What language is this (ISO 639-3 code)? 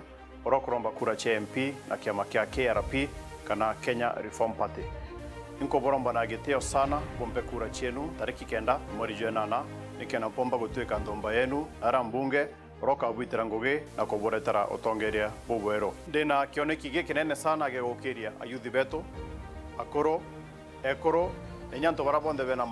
mer